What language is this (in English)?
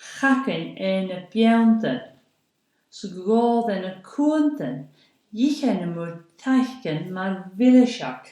Scottish Gaelic